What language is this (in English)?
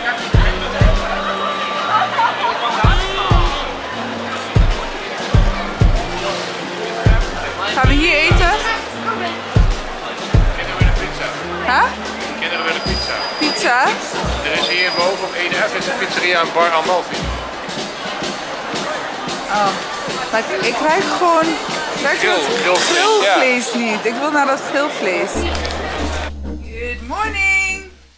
Dutch